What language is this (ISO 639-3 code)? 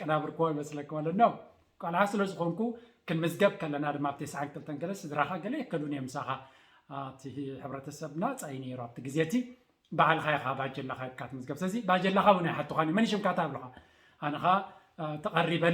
tir